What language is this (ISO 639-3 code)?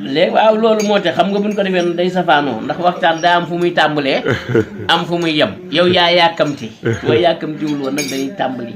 wol